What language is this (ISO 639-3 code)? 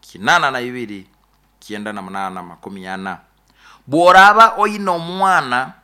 nyo